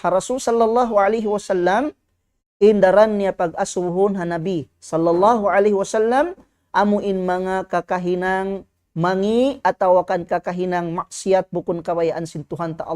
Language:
Tausug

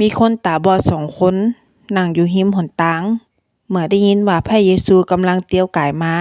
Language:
Northern Thai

